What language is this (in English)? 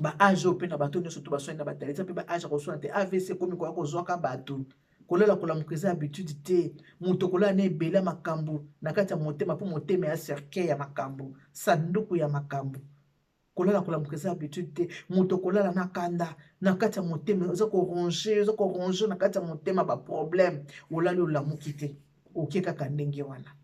Lingala